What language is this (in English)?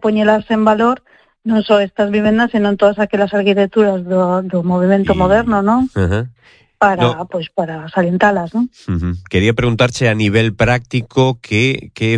Galician